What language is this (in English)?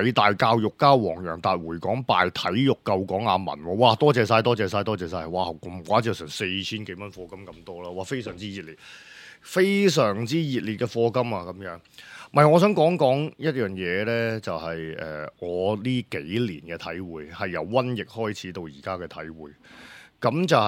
Cantonese